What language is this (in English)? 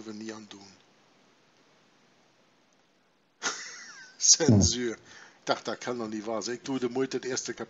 Dutch